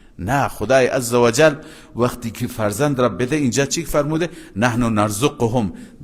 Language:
Persian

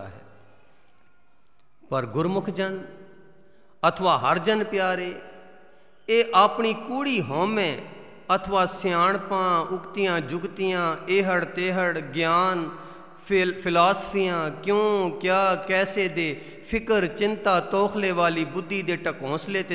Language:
Punjabi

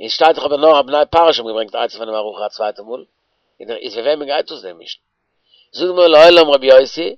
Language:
Yiddish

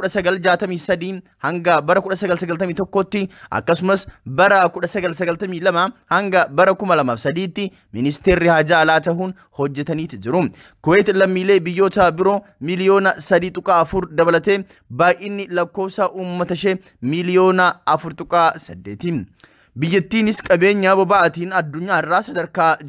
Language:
Oromo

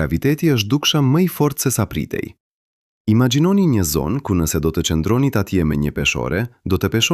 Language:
Albanian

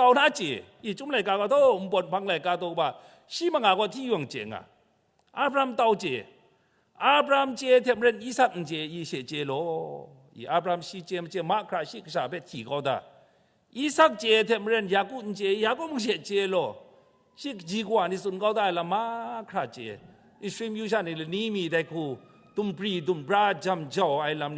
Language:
Kachin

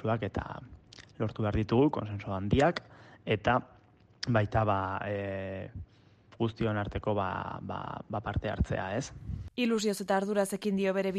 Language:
Basque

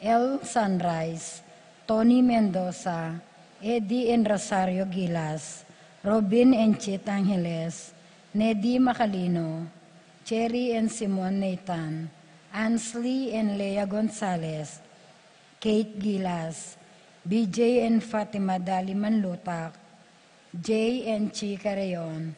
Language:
Pampanga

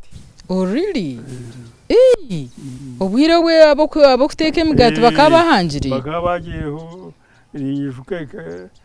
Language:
Nyankole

